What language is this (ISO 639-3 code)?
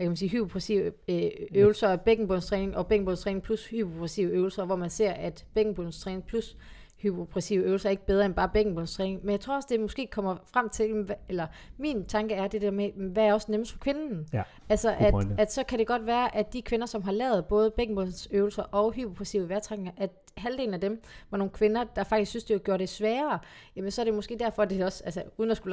dan